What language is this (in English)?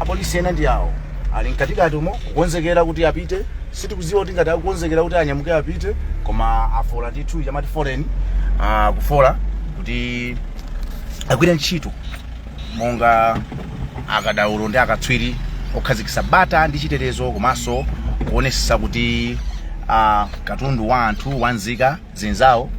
Nyanja